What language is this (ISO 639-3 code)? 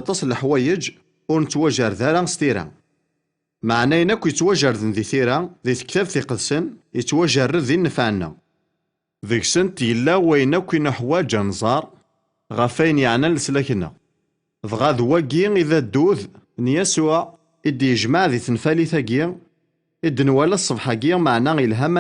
kab